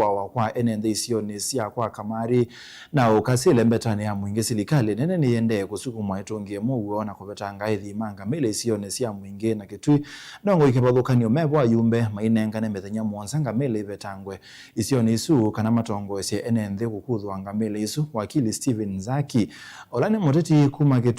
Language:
Kamba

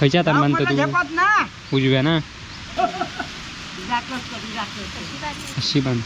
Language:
Konkani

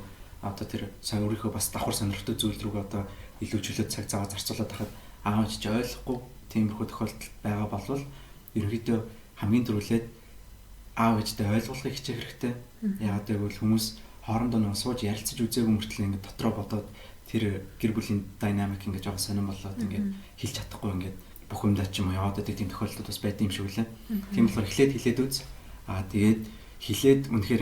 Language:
Mongolian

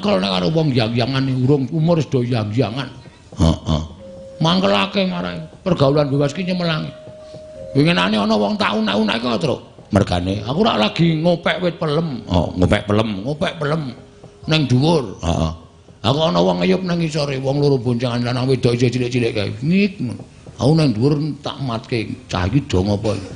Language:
Javanese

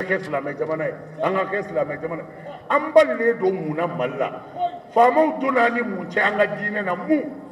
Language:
Bambara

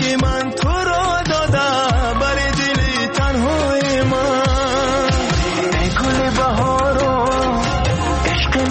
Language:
Persian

